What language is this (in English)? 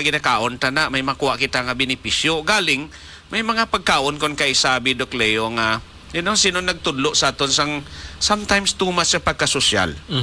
Hiligaynon